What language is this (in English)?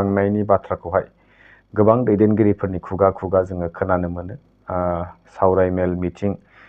Bodo